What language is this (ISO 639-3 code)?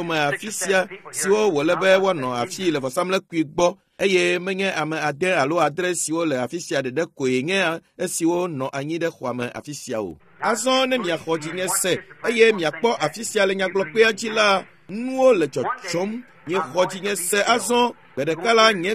ewe